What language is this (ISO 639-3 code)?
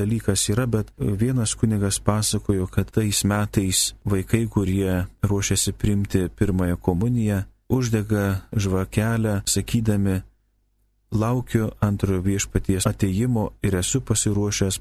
lit